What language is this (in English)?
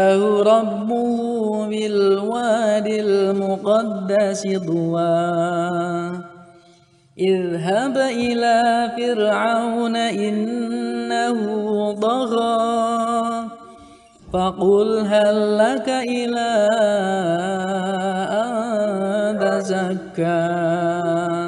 Arabic